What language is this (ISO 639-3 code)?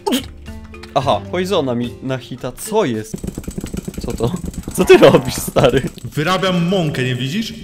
pol